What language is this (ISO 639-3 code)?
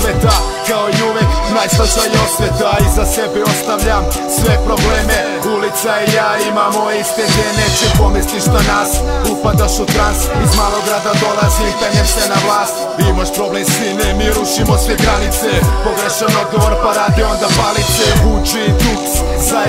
srp